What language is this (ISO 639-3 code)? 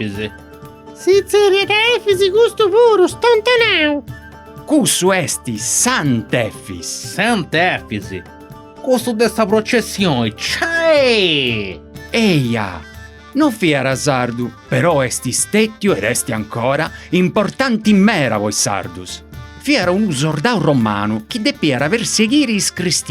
srd